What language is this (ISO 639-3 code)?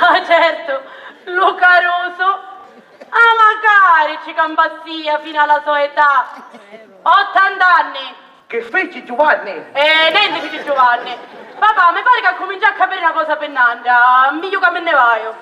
scn